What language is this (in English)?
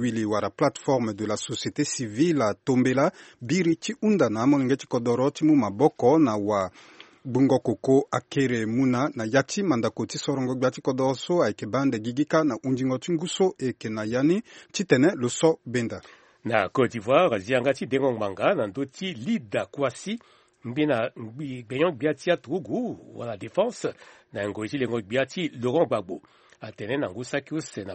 Sango